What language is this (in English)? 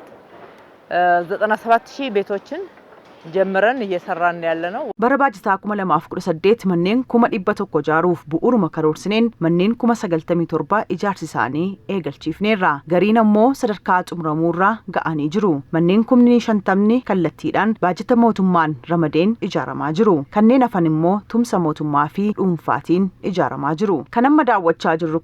Oromo